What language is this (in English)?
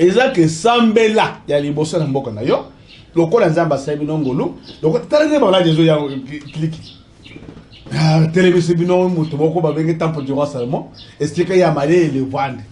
Lingala